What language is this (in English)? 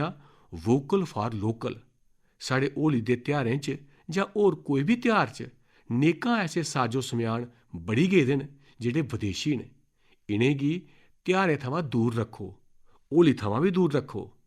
Dogri